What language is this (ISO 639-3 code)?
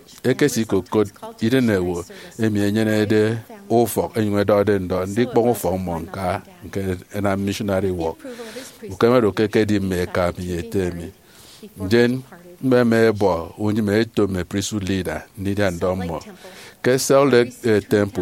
efi